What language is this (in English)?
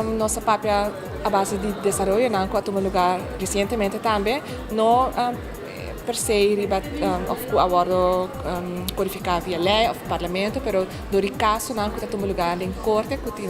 Papiamento